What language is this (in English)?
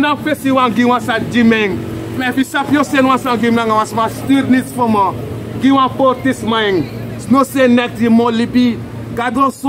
Sranan Tongo